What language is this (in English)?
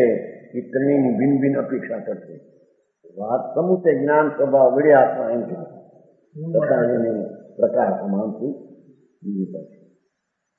Gujarati